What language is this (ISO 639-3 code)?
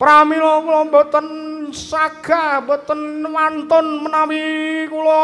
jav